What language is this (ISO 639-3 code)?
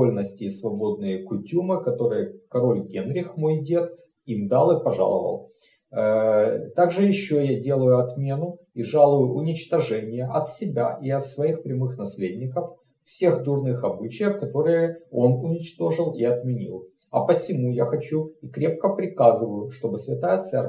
rus